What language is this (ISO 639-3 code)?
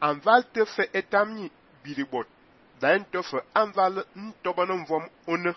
fan